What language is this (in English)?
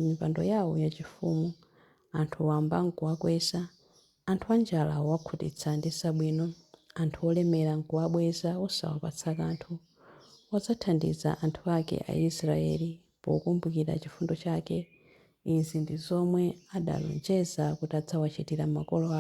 Nyanja